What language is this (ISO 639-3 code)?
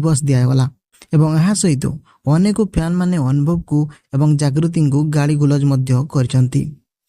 ori